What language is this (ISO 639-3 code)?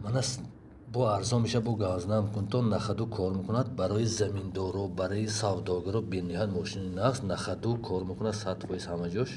tgk